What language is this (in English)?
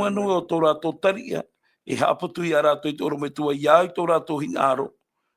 Tahitian